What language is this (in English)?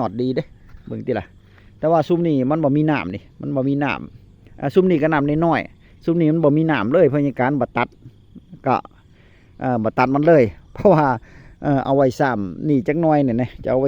Northeastern Thai